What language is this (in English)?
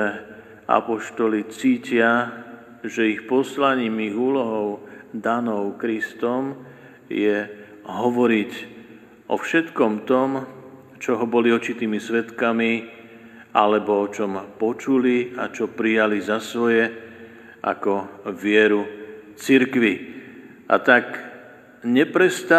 Slovak